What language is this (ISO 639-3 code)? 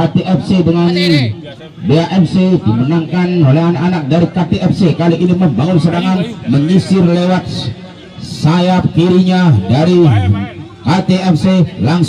ind